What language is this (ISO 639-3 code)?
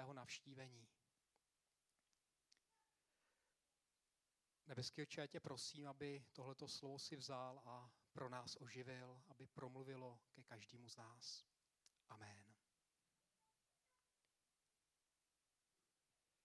ces